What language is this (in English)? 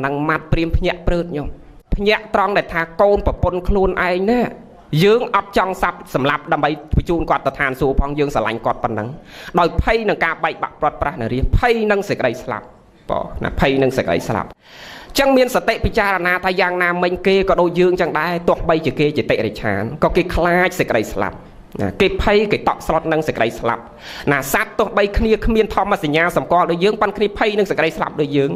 Khmer